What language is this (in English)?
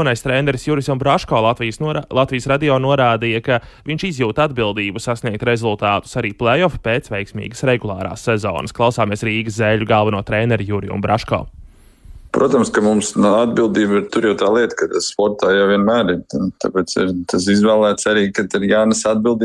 Latvian